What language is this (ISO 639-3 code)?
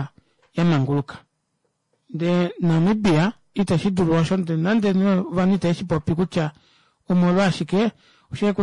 kua